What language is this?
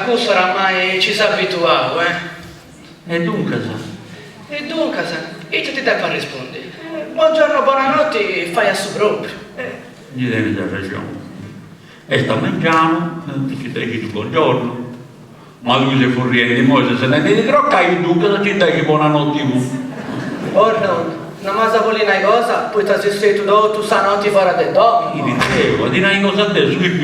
Sardinian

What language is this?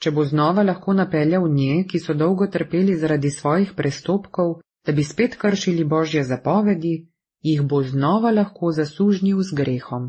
Slovenian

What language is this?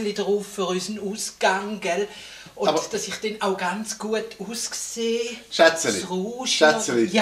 Swiss German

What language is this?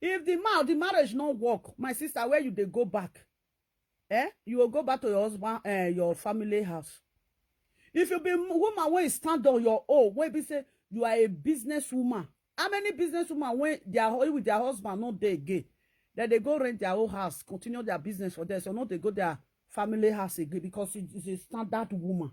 Nigerian Pidgin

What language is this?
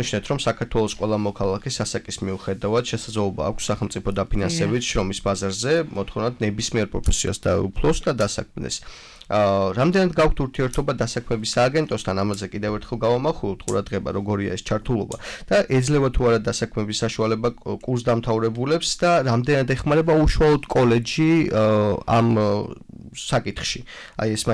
Georgian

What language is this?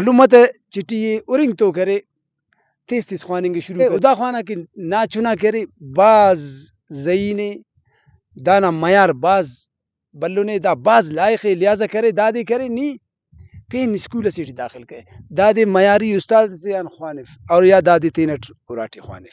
Brahui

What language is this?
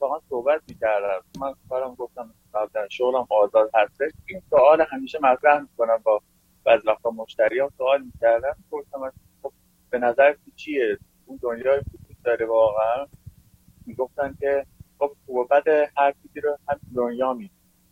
Persian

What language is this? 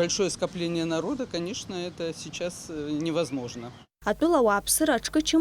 Abkhazian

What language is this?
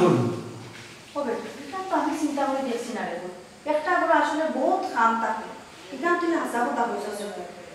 Sylheti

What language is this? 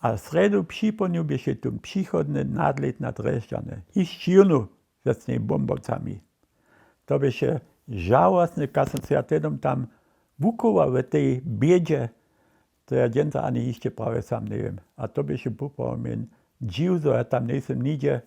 Upper Sorbian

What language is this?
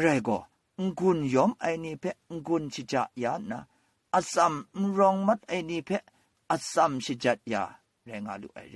Kachin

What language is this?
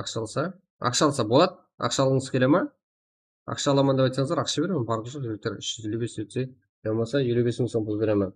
Kara-Kalpak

